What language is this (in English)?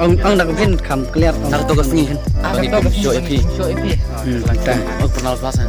Khasi